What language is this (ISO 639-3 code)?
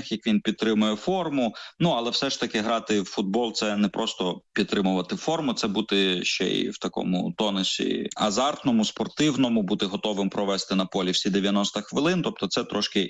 ukr